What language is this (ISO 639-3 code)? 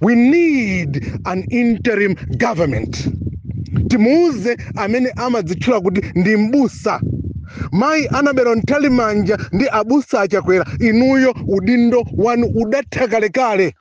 nya